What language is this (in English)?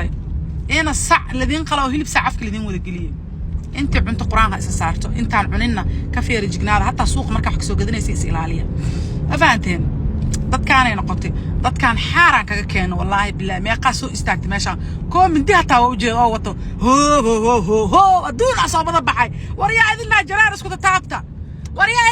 Somali